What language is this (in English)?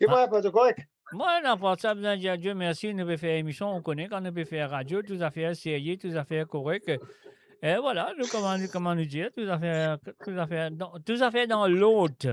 Morisyen